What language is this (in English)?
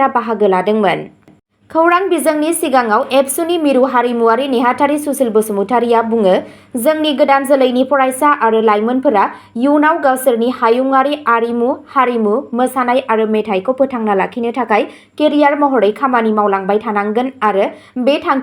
Bodo